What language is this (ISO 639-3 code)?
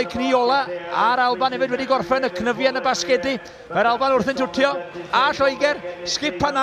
cym